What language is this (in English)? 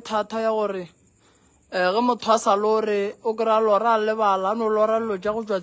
Northern Sotho